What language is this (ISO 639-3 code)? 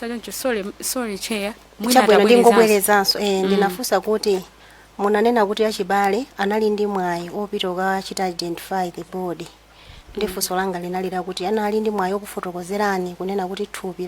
nya